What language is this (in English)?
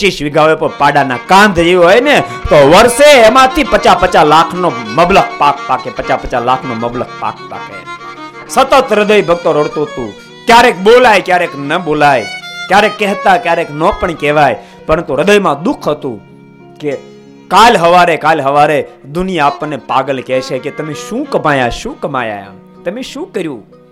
Gujarati